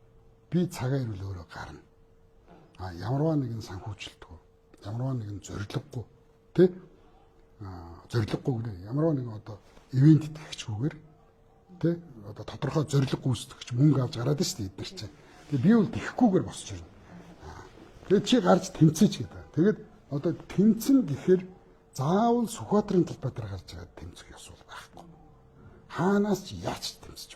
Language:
Mongolian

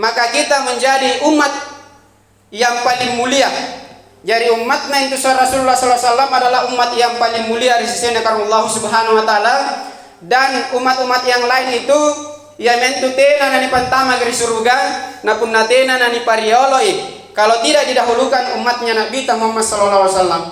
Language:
Makasar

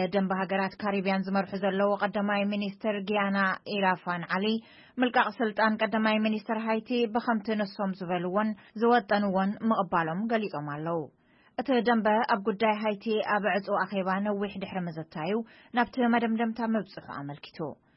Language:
Tigrinya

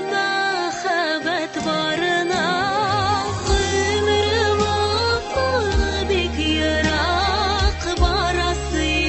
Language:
Tatar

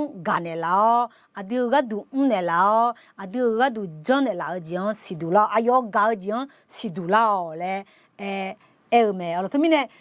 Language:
Akha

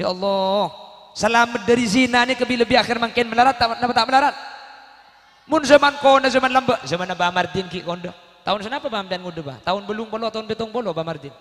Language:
Madurese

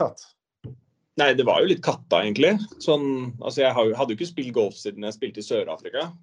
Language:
Norwegian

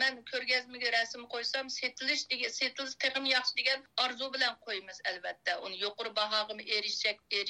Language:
Uyghur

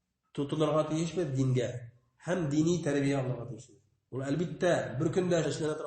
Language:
Bashkir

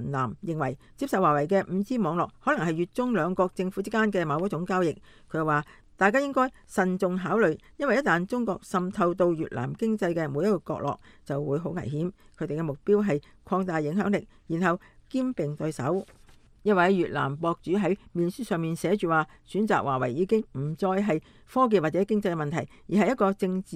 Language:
Cantonese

